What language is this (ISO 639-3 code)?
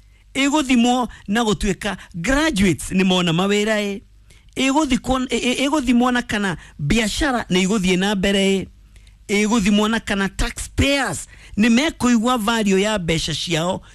kik